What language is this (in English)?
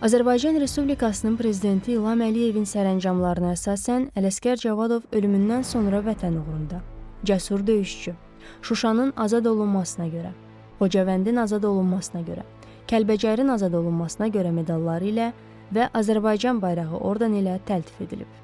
Azerbaijani